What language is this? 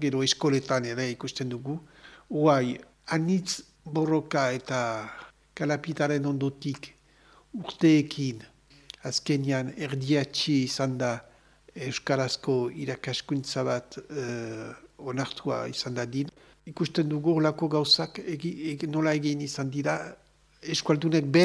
Basque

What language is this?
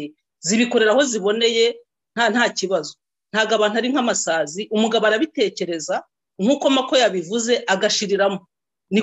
Kinyarwanda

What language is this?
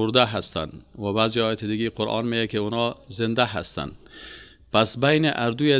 Persian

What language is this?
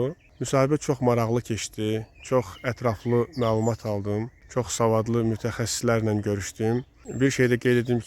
Azerbaijani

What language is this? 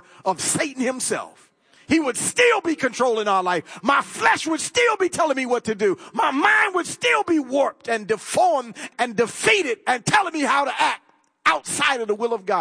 English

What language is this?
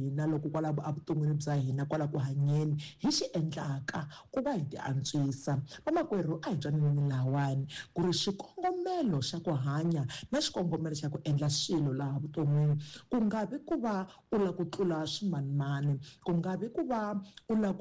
Tsonga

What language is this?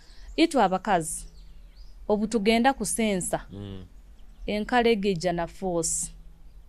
Nyoro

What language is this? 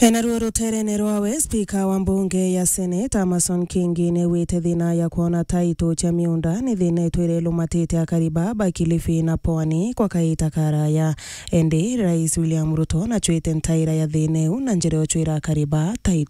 Meru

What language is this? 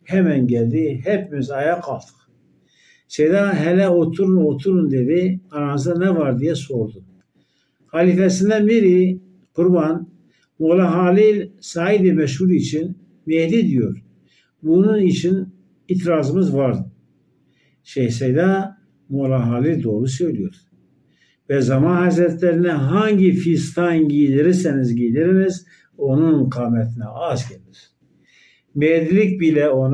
Turkish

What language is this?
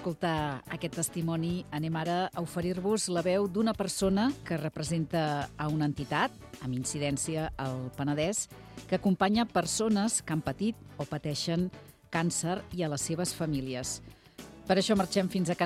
Catalan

